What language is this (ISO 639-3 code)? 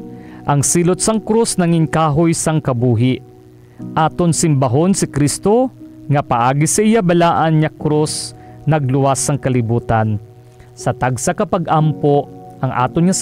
hil